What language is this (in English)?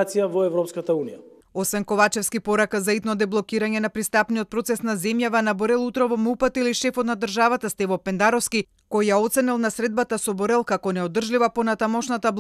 Macedonian